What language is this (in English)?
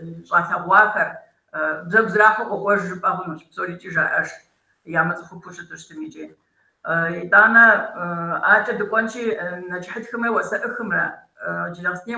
Kabardian